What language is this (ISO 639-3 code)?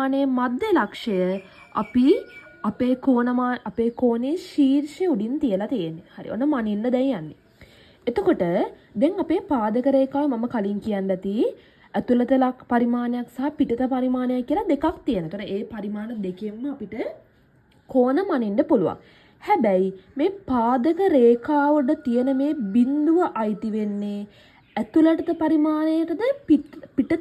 sin